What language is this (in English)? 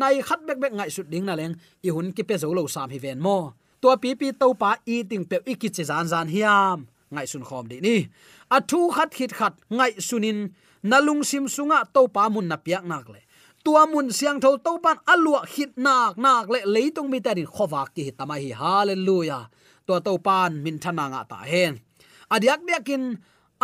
Tedim Chin